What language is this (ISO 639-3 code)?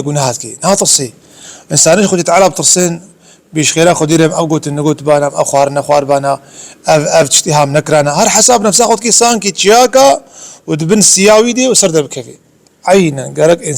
kur